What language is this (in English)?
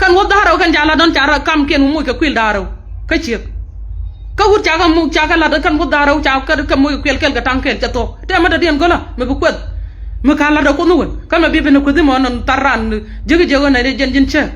Nuer